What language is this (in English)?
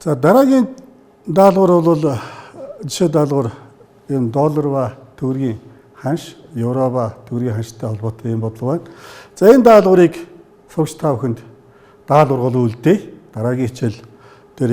Mongolian